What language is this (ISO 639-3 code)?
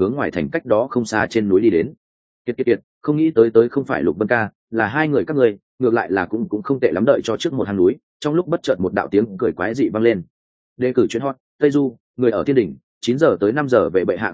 vie